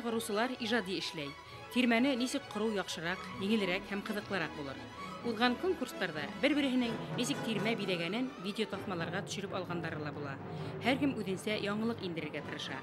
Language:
Bashkir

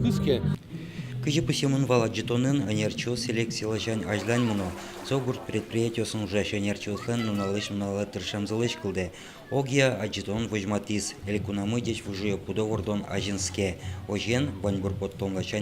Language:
Udmurt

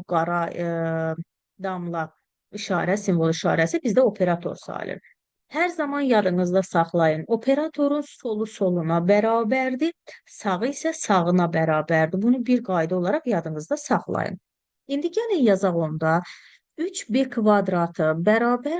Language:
Azerbaijani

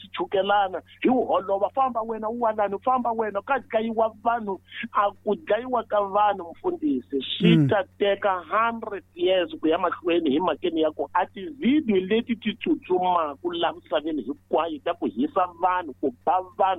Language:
Tsonga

